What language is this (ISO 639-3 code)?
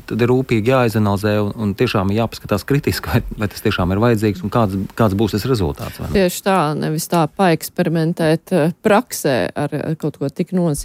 lav